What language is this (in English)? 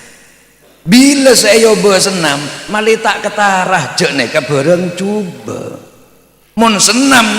Madurese